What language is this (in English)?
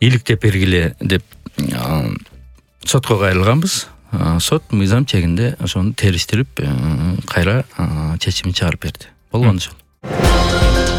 Kyrgyz